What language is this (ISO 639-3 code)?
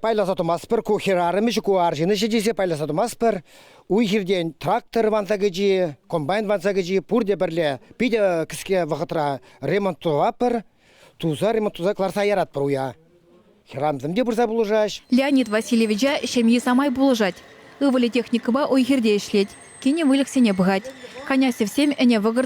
chv